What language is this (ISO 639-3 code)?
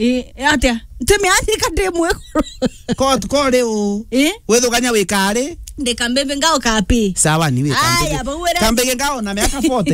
mer